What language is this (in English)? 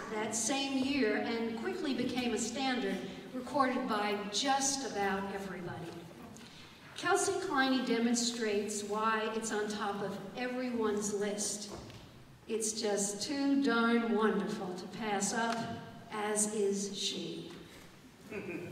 English